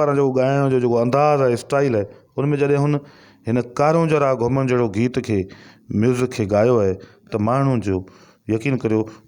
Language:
Sindhi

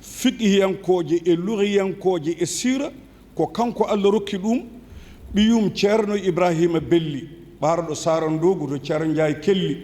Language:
Fula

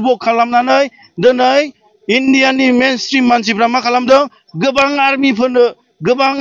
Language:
Bodo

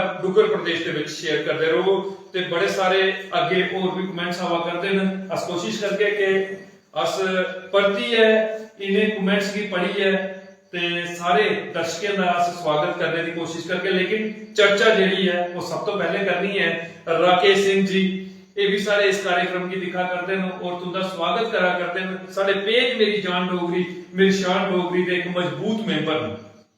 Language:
Dogri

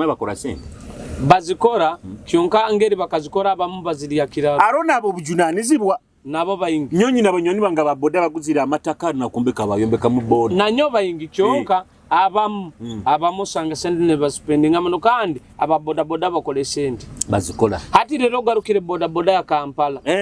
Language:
Nyoro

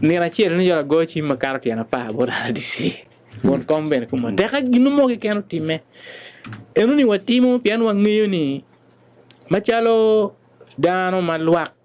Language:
Acoli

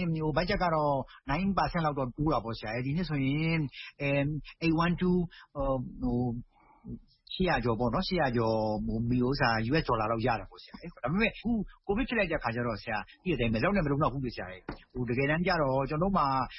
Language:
Burmese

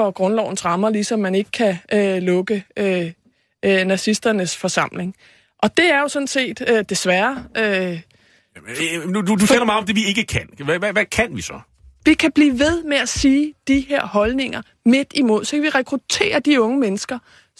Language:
Danish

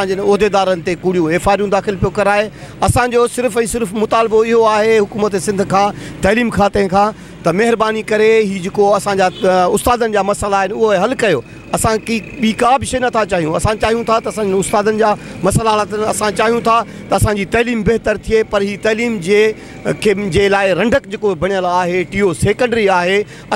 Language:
Sindhi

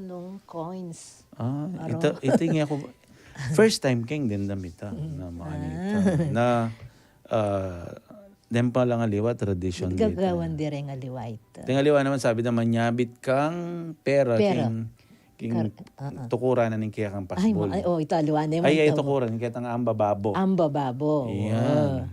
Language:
Pampanga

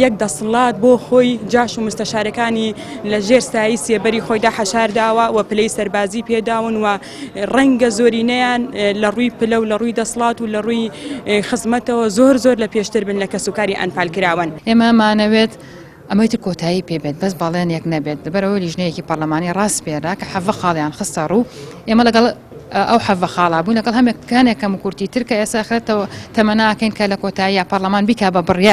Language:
Central Kurdish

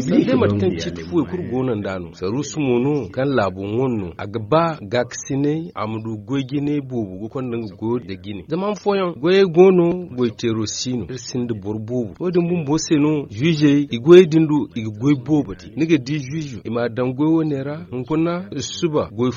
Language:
Zarma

